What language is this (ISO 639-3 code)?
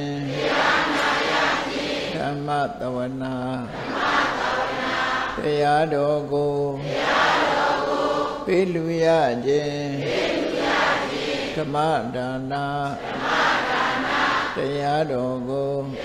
mya